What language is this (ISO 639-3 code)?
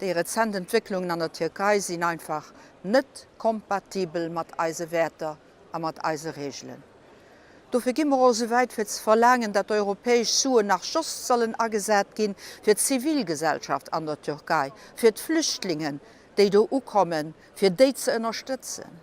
ltz